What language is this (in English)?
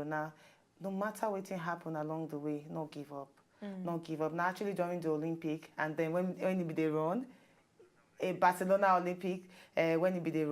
Nigerian Pidgin